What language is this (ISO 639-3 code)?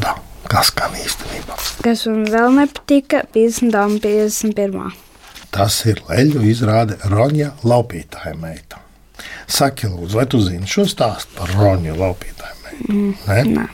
lav